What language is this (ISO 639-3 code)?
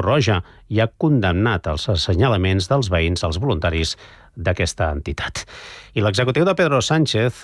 cat